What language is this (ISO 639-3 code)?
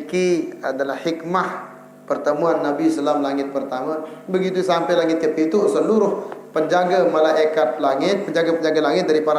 sas